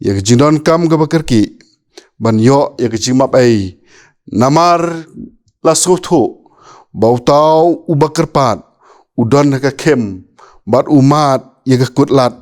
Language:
Khasi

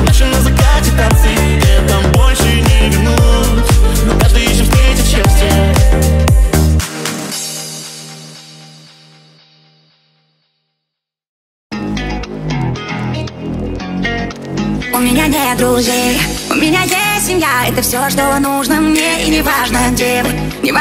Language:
Russian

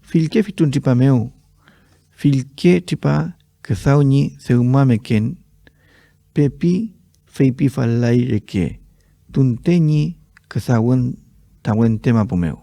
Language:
Mapuche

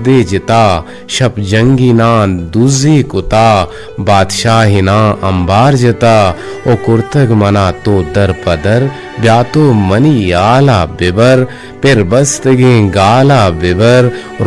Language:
Eastern Balochi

